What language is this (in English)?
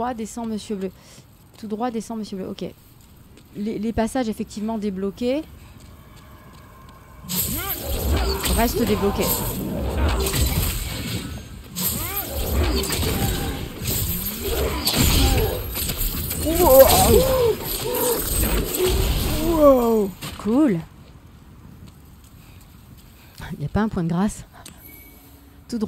French